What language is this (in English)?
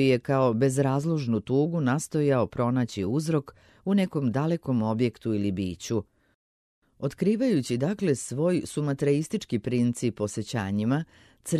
Serbian